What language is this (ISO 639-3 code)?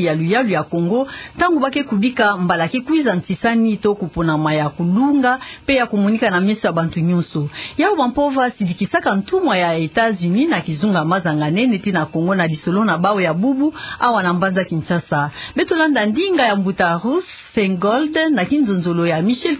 ktu